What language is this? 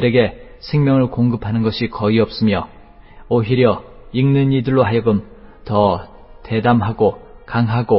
Korean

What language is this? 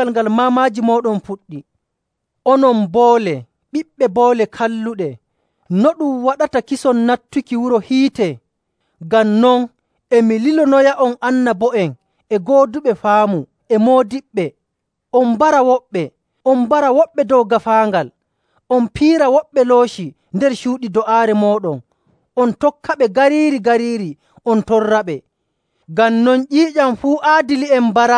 Nigerian Fulfulde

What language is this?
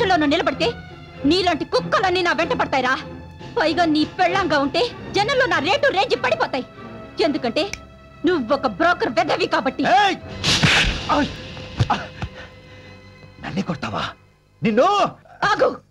Telugu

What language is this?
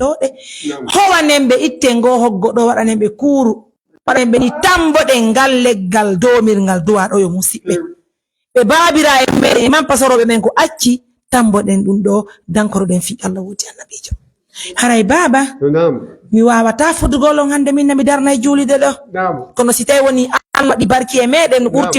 Fula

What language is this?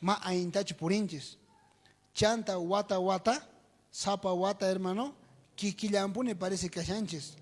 South Bolivian Quechua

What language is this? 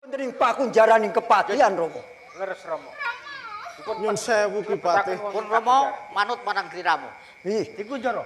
Javanese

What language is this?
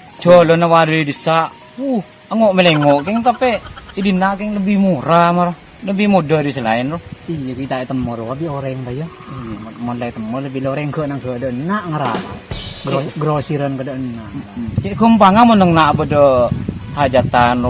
Madurese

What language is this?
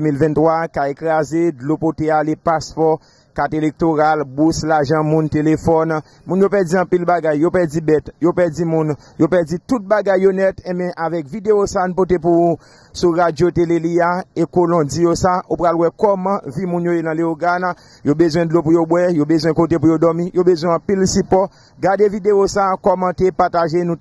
Haitian Creole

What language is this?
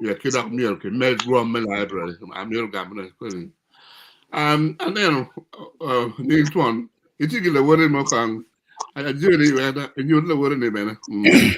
Acoli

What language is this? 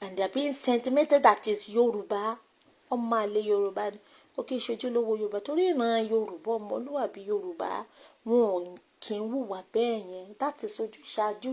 Yoruba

